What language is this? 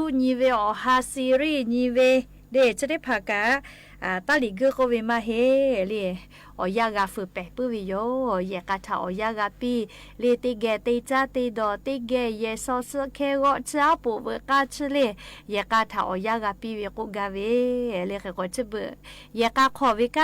Lahu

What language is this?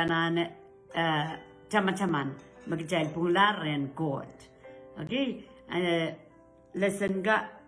Pohnpeian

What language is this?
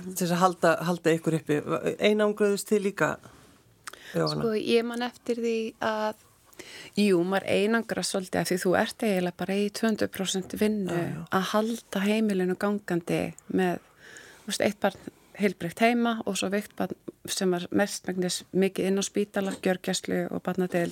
Icelandic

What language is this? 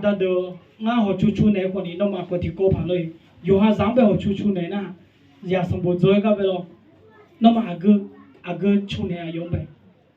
Akha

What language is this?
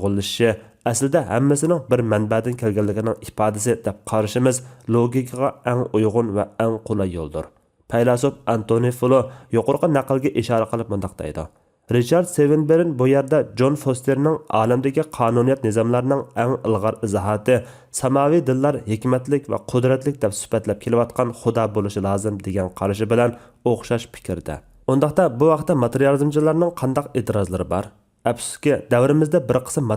Uyghur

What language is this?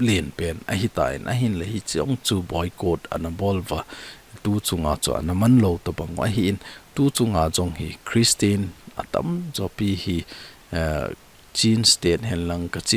Thado Chin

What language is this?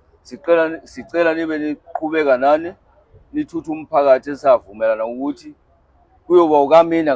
Zulu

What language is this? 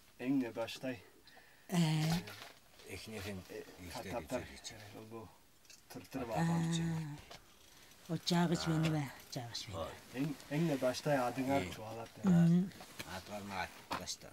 Tuvinian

